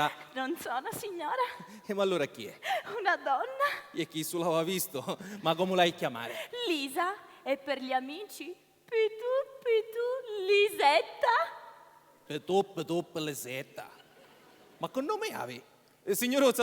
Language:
Sicilian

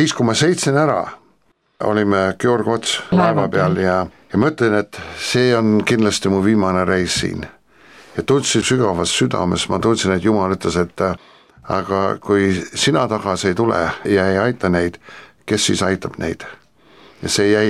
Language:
Estonian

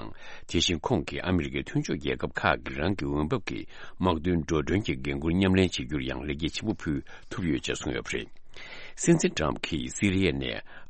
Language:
Tibetan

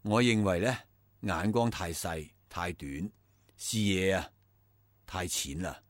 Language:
Cantonese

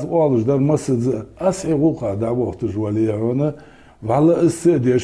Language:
Ingush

